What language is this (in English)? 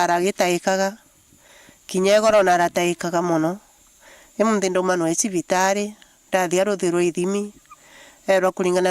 Meru